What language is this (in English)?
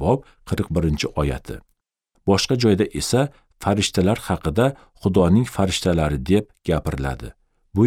Uzbek